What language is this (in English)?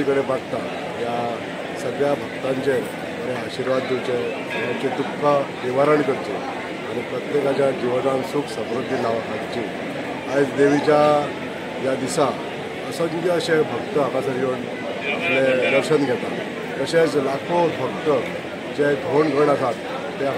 Konkani